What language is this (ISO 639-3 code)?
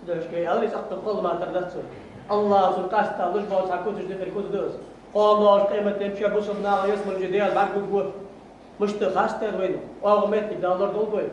inh